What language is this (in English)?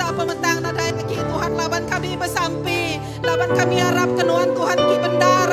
Iban